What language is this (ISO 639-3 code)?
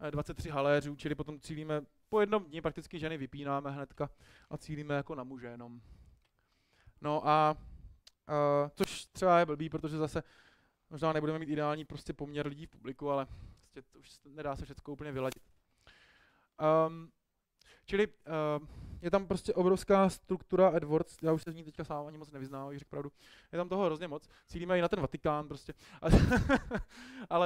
ces